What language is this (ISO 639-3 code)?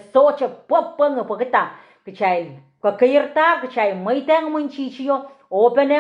pon